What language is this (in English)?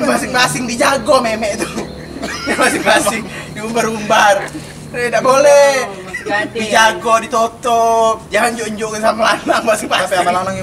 Musi